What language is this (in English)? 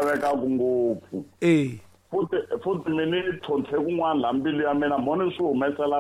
Tsonga